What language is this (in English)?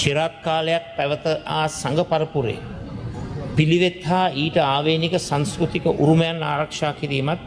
Sinhala